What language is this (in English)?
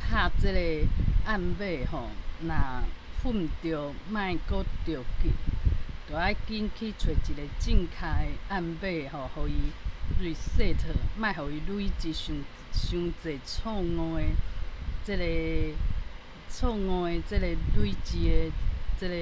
Min Nan Chinese